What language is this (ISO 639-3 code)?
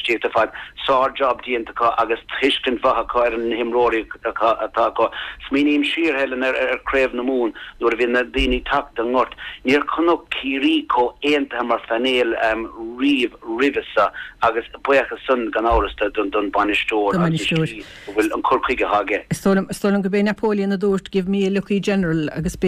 gle